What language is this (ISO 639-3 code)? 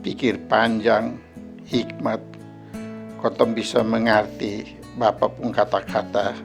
mkn